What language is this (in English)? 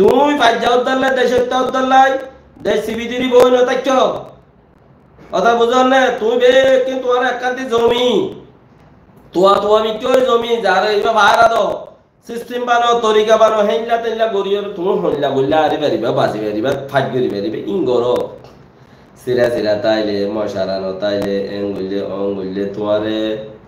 Rohingya